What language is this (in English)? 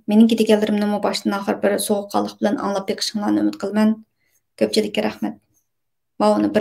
Uyghur